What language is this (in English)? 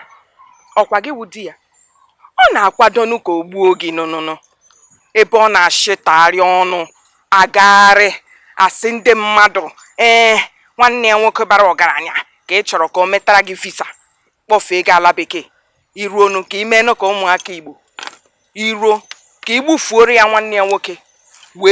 Igbo